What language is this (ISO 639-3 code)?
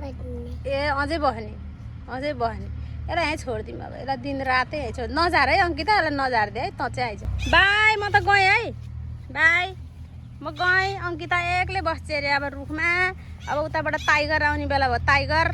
nep